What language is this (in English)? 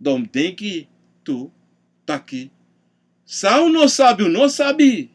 Sranan Tongo